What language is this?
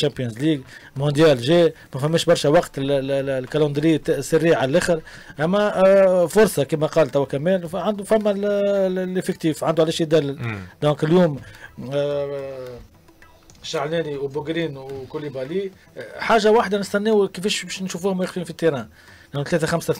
Tunisian Arabic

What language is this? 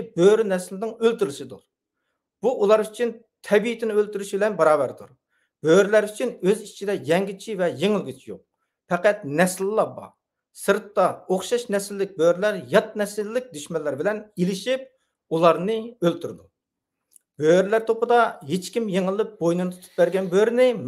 Uyghur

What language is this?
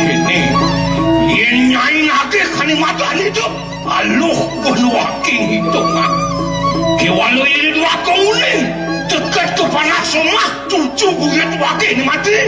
Balinese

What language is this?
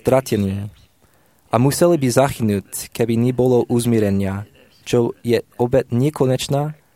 Slovak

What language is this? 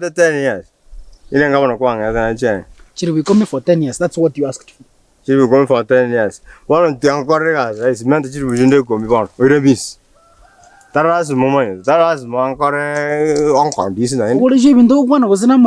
Gusii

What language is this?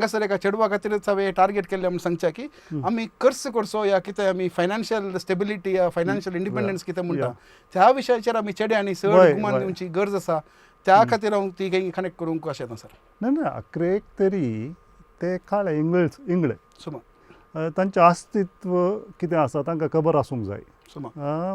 Konkani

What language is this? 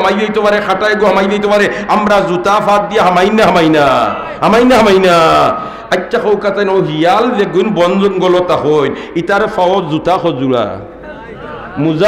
Sylheti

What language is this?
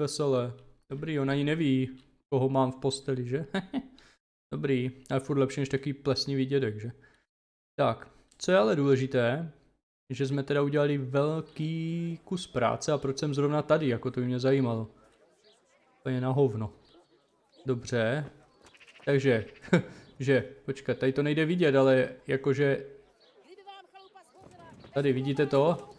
Czech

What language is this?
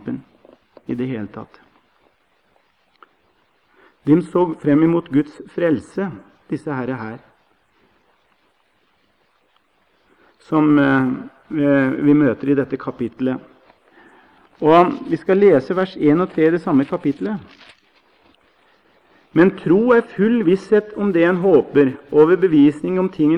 Norwegian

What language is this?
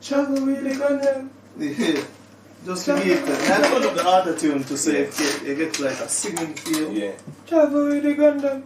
Jamaican Creole English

